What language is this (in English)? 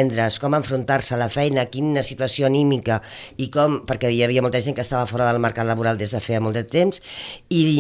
Catalan